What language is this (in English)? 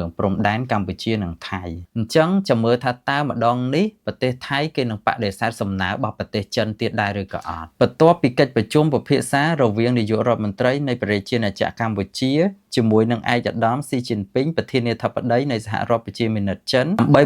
Khmer